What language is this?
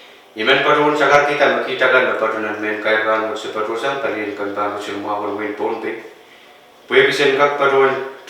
Pohnpeian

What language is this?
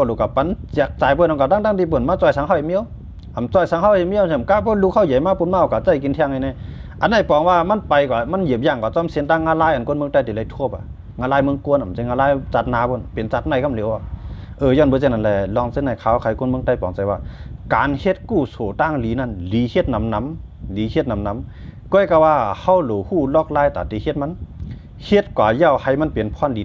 Shan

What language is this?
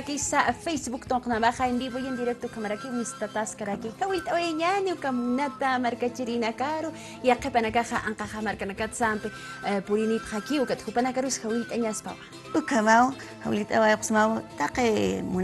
Aymara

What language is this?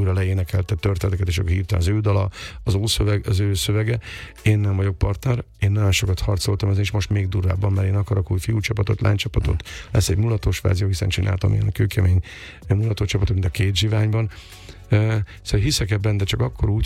Hungarian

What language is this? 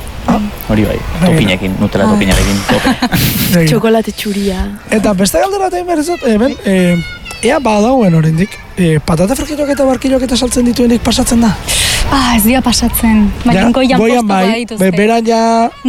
Basque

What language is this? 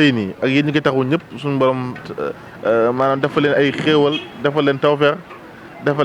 Wolof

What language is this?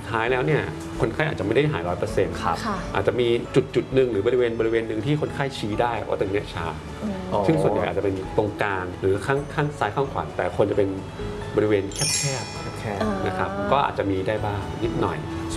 Thai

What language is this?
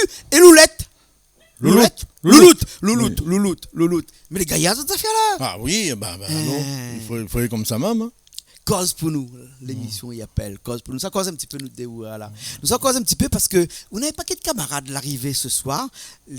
Réunion Creole French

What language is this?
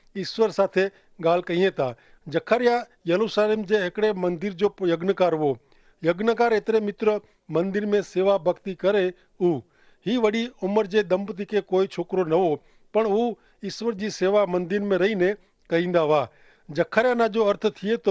Kachhi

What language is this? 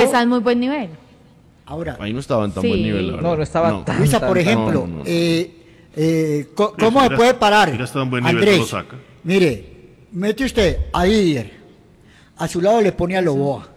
Spanish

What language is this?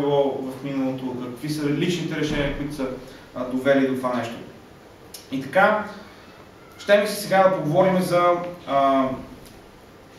Bulgarian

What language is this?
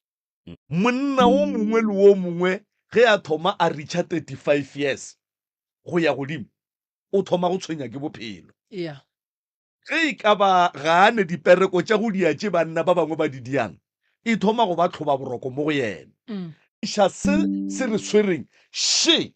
Northern Sotho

